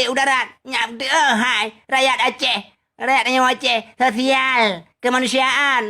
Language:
Achinese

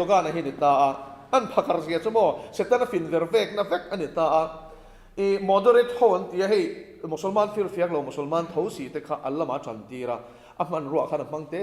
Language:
Mizo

